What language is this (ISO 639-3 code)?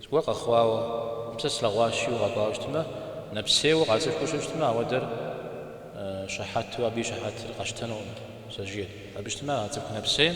kbd